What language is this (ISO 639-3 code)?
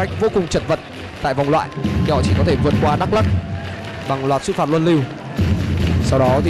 vie